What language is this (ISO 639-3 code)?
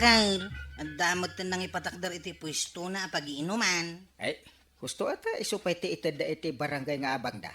ilo